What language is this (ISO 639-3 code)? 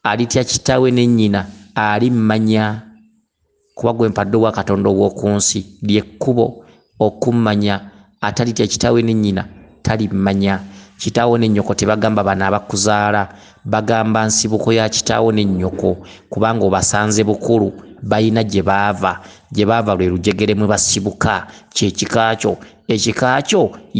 lug